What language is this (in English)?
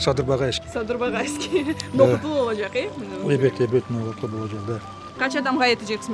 Crimean Tatar